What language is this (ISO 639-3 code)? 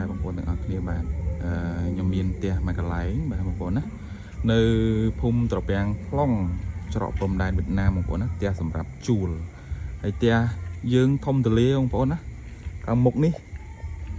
khm